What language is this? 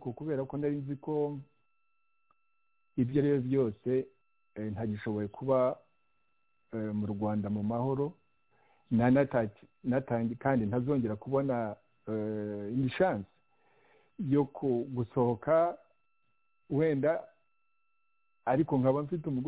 Kinyarwanda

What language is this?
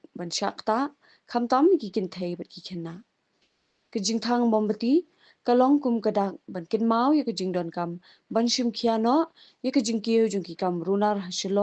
Khasi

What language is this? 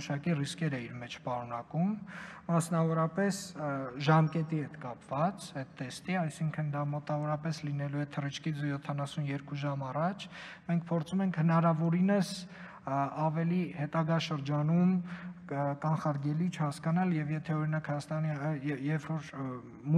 Armenian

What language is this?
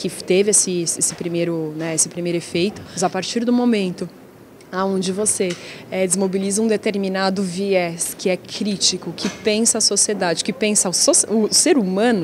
Portuguese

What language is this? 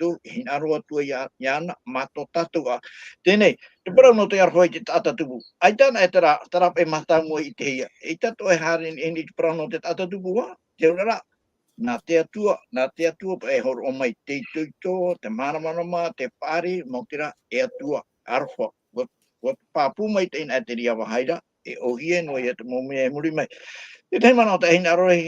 Tahitian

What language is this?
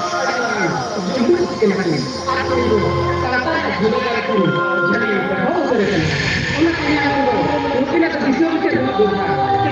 Santali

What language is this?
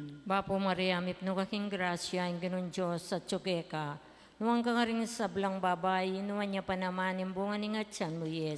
Pampanga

